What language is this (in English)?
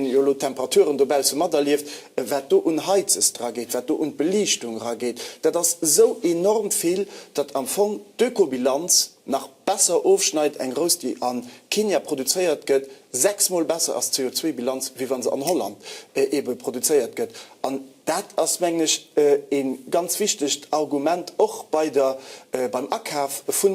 Luxembourgish